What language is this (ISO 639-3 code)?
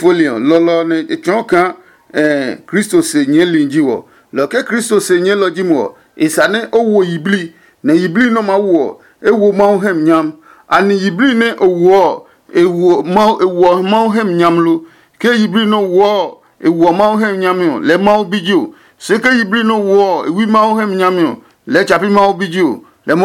ada